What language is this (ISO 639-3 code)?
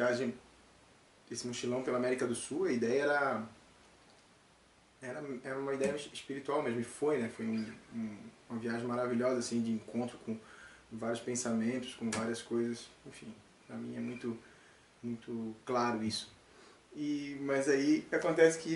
por